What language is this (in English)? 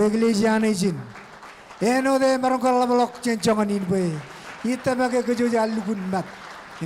Marshallese